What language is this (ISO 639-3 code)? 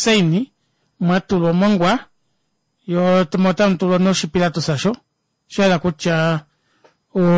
kua